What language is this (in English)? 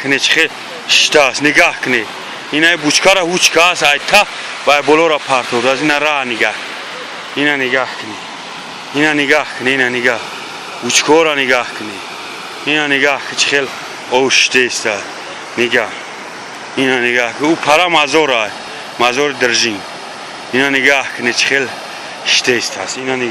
Tajik